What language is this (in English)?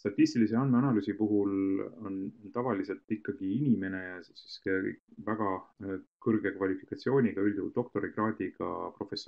Estonian